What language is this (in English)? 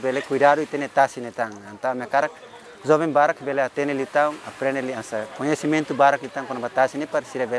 Tetum